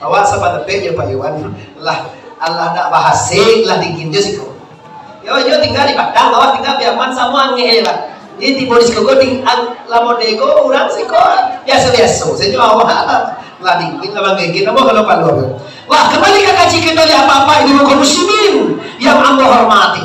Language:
Minangkabau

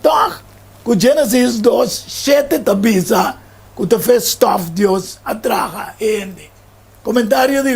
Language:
Papiamento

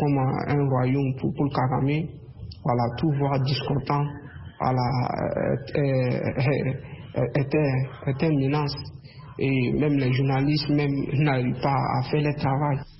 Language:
French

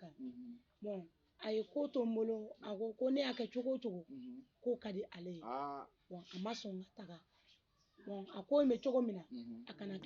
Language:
Bambara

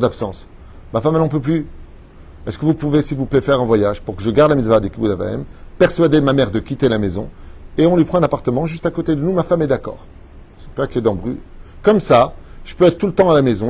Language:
French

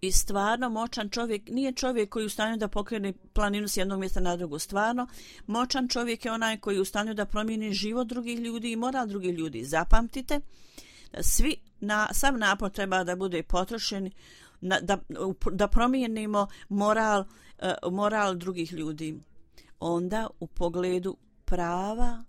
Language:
Bosnian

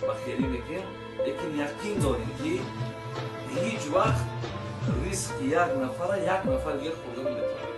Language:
Tajik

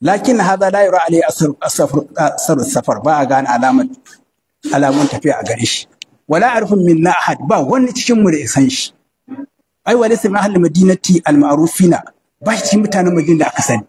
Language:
Hausa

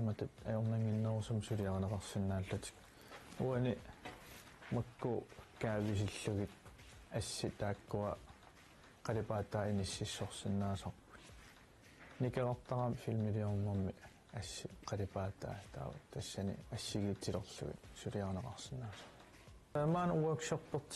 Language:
Kalaallisut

